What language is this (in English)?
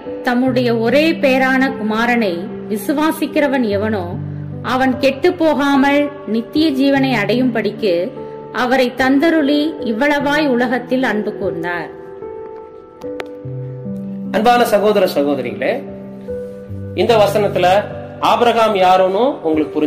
Tamil